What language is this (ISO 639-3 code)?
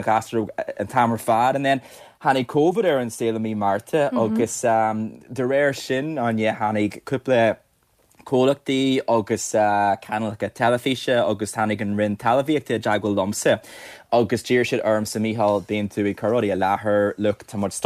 gle